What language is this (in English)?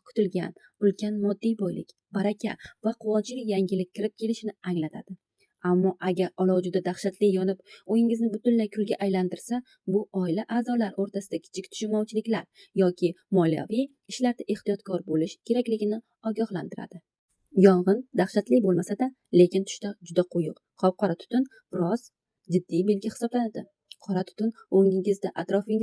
Uzbek